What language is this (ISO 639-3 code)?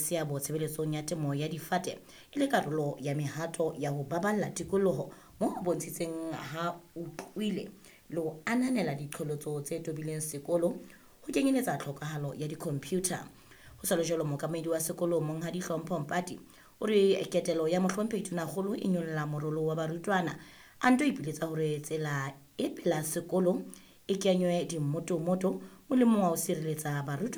sot